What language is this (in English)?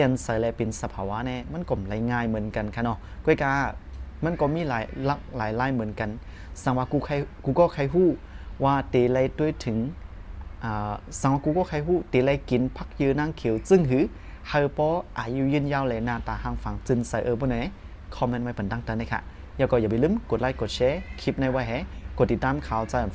Shan